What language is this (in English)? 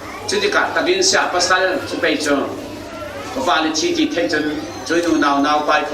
Falam Chin